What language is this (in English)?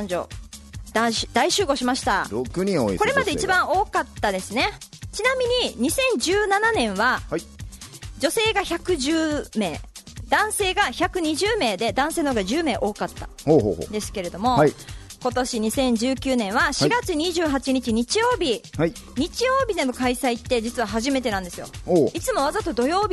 Japanese